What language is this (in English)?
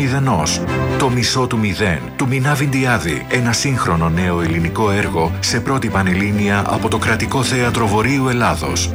Greek